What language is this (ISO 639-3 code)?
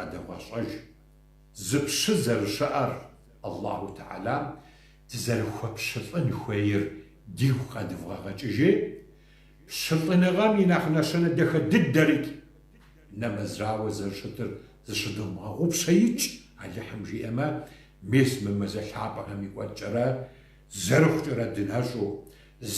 kbd